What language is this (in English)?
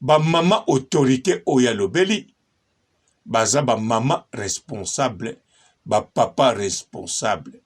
Lingala